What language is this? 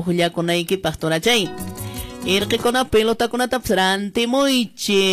Quechua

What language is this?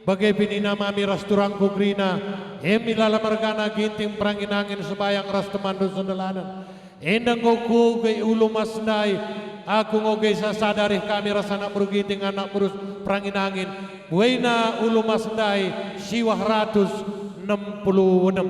Batak Karo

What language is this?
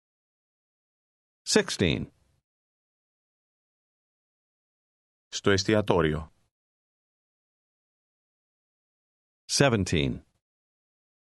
Greek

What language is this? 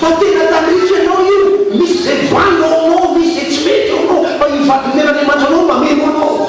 Malagasy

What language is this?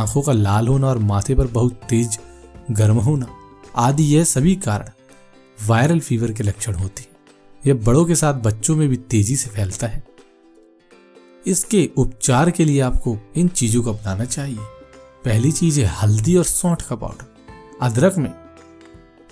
Hindi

